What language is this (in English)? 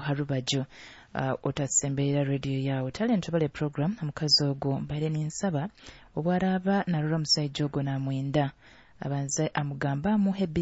Nyoro